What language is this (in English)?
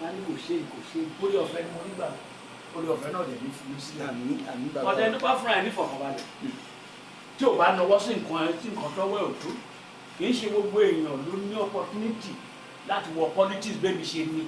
Yoruba